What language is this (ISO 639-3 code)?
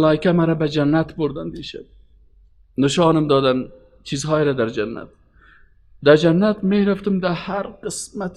fas